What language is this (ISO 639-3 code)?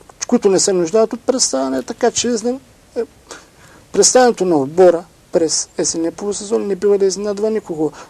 bul